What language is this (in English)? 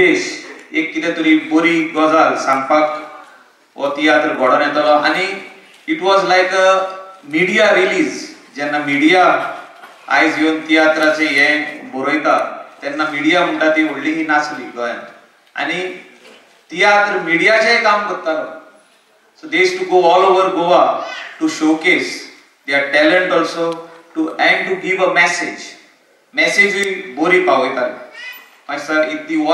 Konkani